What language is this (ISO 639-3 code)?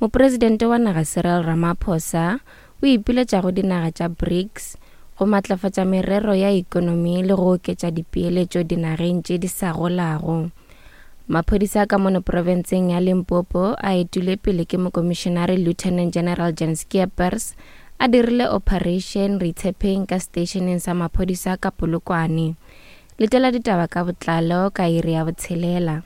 nso